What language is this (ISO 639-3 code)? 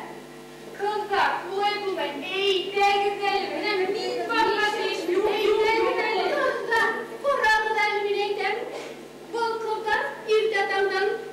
bak